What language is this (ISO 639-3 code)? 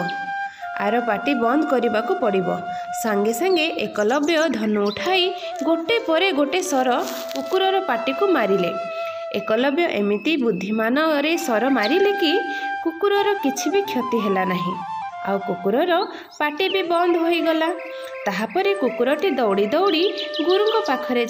ori